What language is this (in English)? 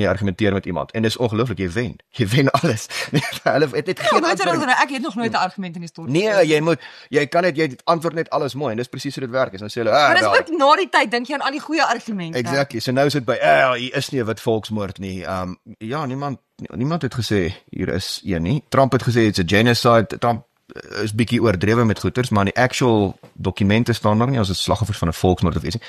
Afrikaans